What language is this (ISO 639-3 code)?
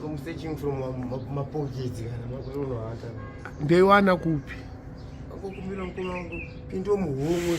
sna